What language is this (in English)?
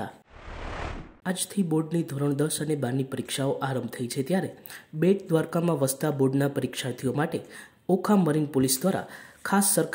Gujarati